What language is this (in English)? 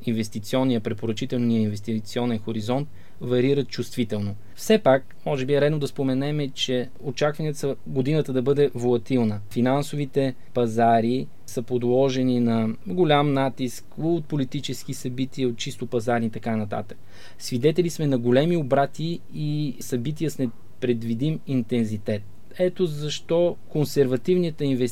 Bulgarian